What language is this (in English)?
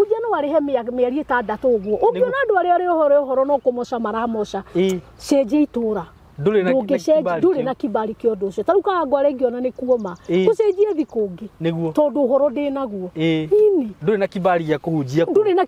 Kikuyu